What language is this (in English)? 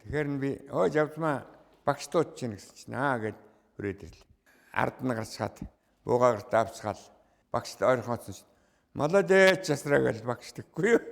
Mongolian